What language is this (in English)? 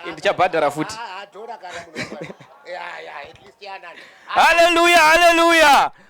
Shona